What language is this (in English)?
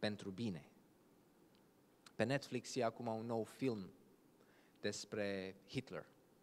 Romanian